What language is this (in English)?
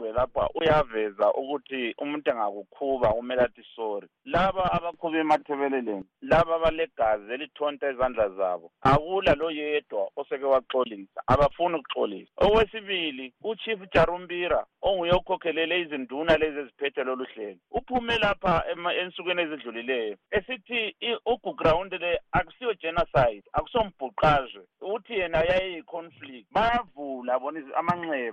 North Ndebele